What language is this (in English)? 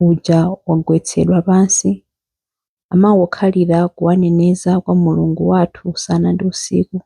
Nyanja